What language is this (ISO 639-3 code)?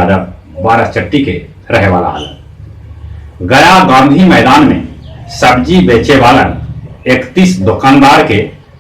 mag